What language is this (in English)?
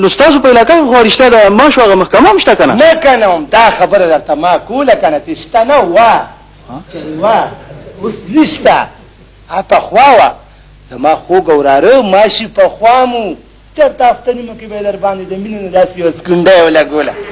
Pashto